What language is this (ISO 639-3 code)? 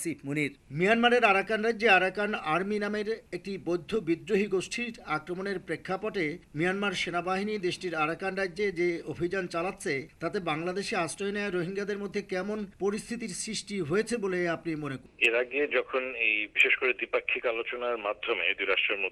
ben